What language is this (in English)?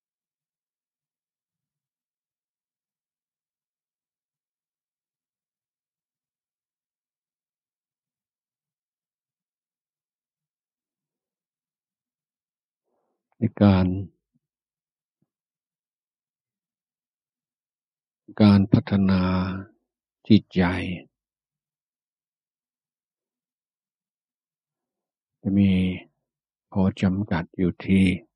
Thai